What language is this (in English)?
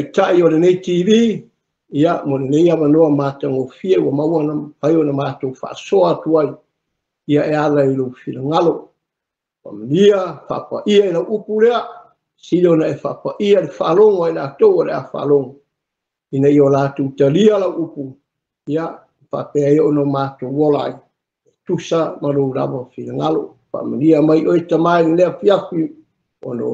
Samoan